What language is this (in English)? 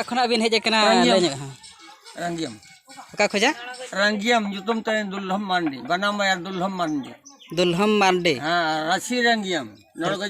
Santali